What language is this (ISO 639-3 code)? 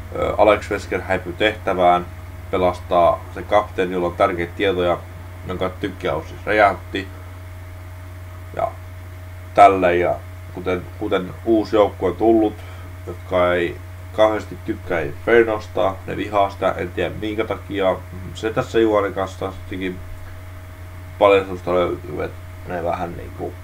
fin